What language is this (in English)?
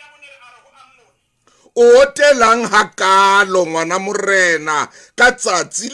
Southern Sotho